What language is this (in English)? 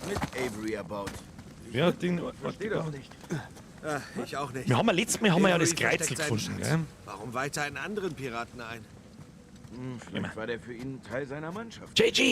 Bavarian